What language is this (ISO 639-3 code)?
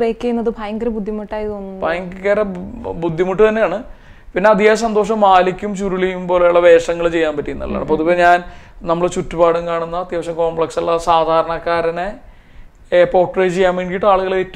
mal